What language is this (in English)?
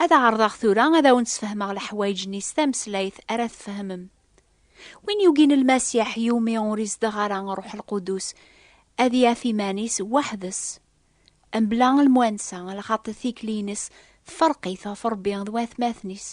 Kabyle